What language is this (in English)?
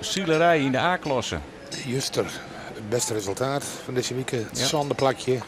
Western Frisian